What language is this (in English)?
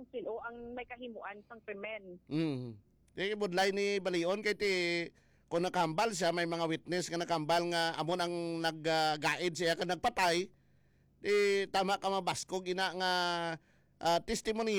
Hiligaynon